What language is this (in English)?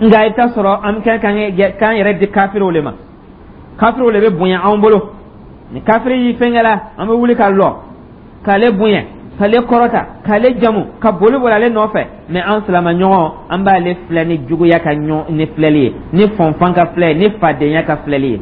Dyula